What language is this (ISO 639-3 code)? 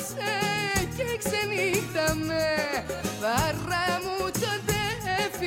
ell